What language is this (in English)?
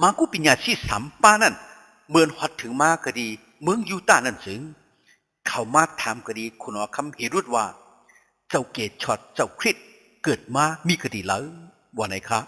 Shan